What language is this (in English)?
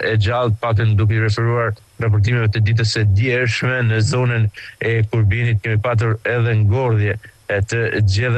Albanian